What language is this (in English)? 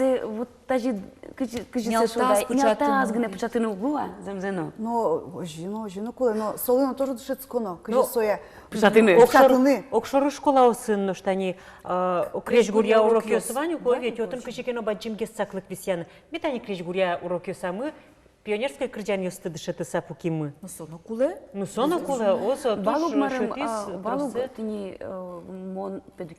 Udmurt